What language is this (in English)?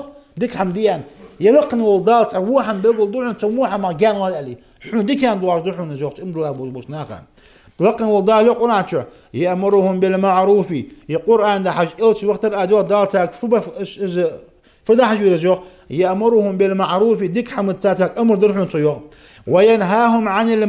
Ingush